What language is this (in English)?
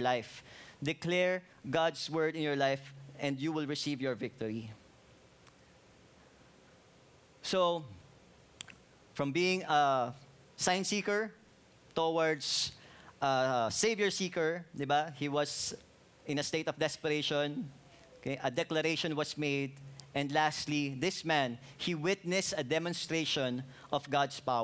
Filipino